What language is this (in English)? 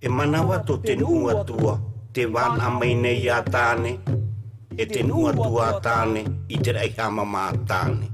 Tahitian